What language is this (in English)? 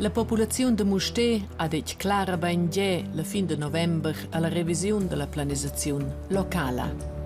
Romansh